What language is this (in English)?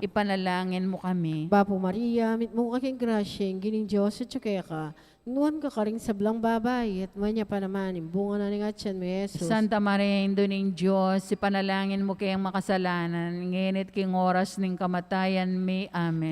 Pampanga